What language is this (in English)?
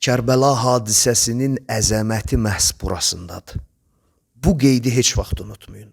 Azerbaijani